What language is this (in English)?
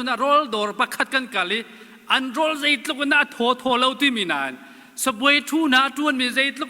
Hakha Chin